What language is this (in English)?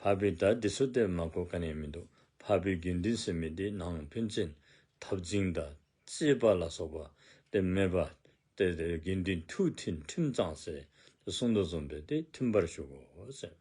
Dzongkha